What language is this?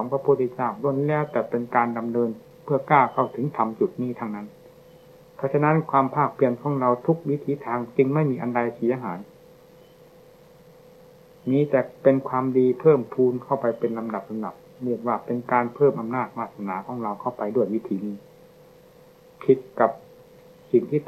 Thai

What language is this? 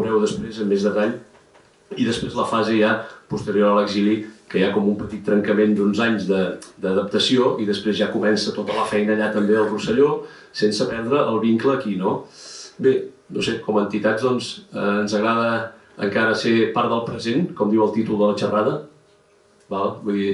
Catalan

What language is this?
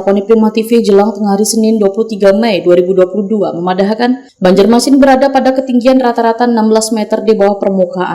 Banjar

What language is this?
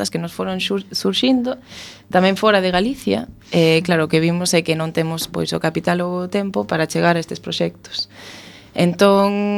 Galician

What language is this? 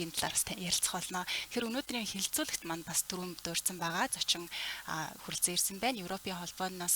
Mongolian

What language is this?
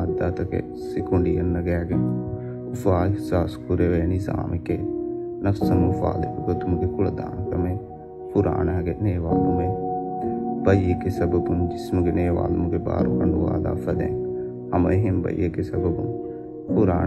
Divehi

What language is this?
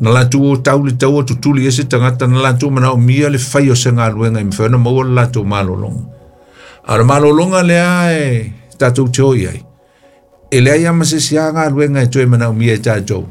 Samoan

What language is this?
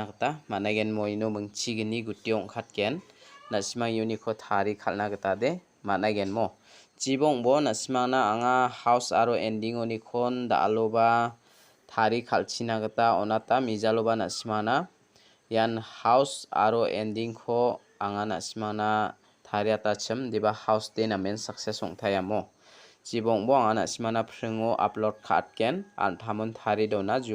Garo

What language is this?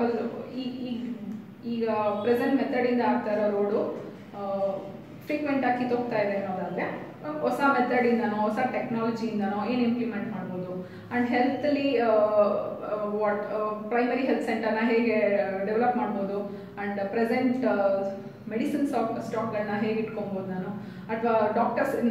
Kannada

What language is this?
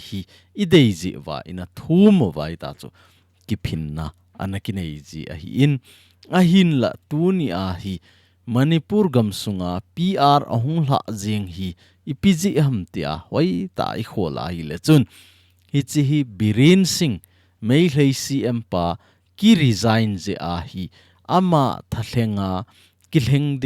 Thado Chin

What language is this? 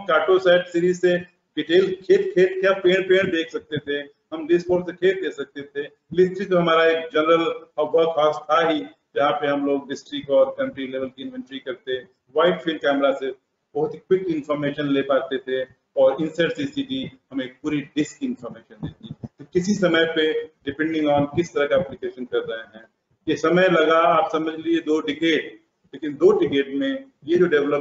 Hindi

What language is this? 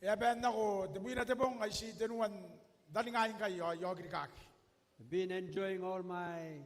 Gilbertese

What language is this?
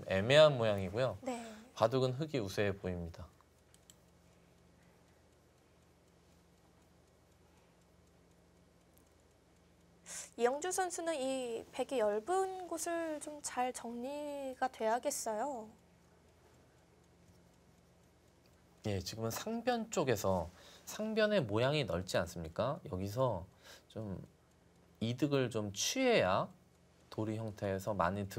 Korean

